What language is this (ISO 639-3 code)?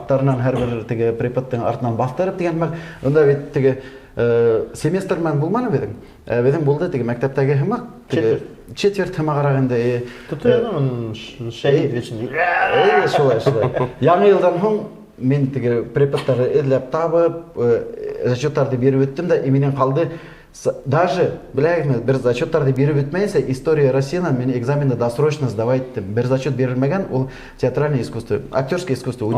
bak